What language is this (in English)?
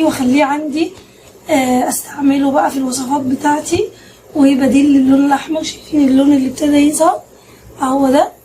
Egyptian Arabic